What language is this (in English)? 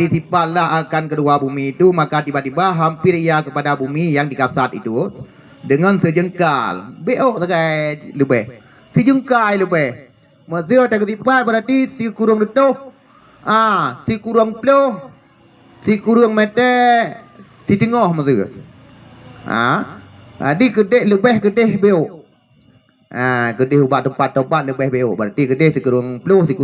Achinese